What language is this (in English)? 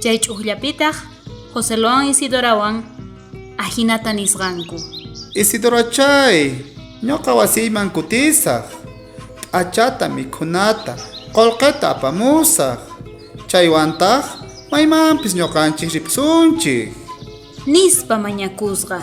South Bolivian Quechua